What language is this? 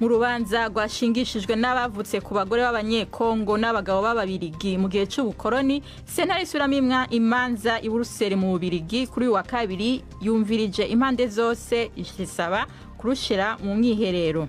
Rundi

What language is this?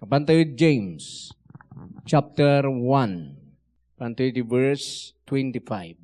Iloko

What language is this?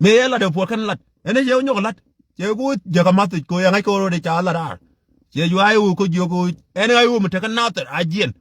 Nuer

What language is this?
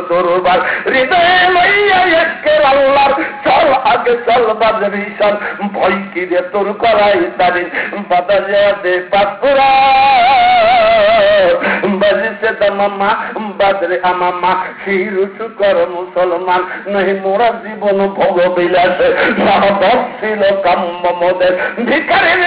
Bangla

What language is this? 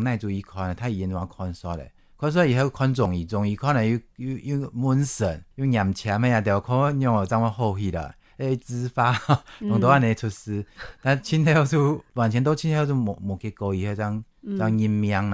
Hakka Chinese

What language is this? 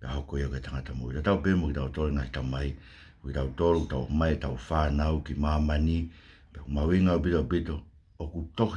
Tongan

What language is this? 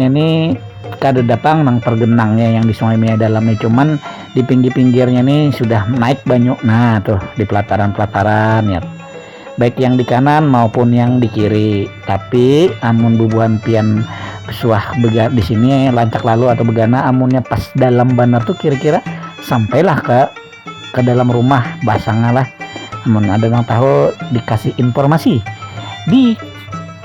Banjar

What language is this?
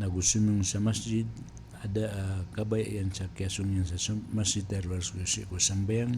Maranao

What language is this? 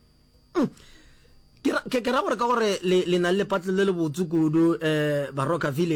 Northern Sotho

